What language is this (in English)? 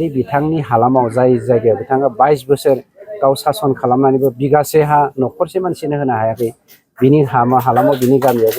Bodo